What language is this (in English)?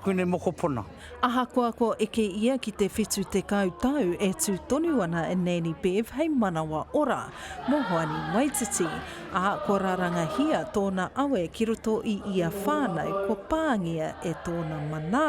Māori